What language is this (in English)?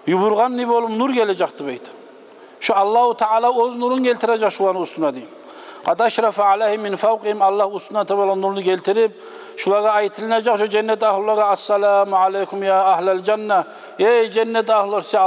Kumyk